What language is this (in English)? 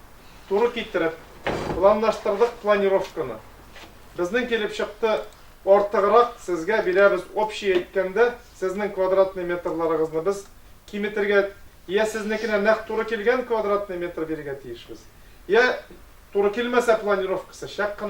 Tatar